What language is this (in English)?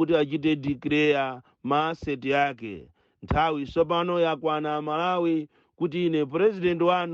Nyanja